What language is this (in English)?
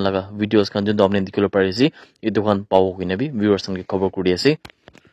Naga Pidgin